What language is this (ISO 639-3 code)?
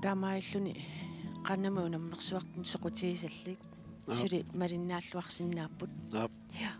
kal